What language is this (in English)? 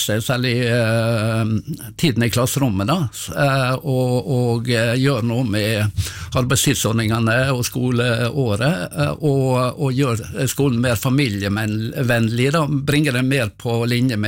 Norwegian